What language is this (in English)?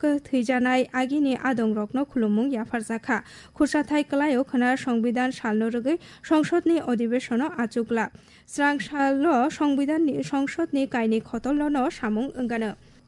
Kok Borok